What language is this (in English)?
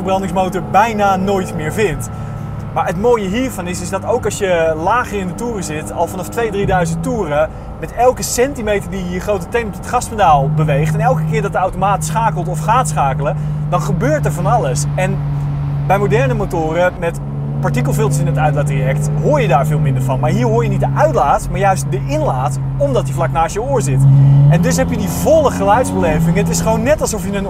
Dutch